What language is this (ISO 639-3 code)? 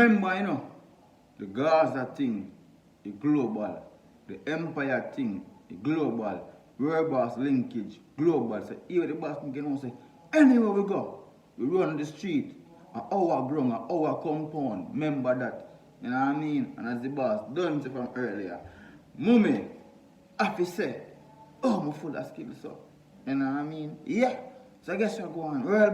jam